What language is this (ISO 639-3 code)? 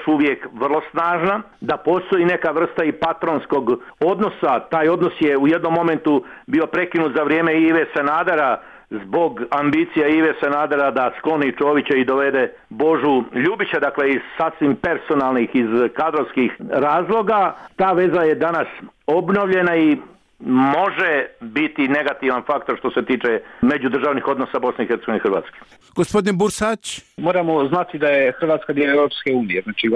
bos